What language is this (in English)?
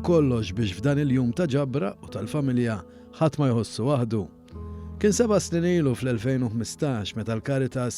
Maltese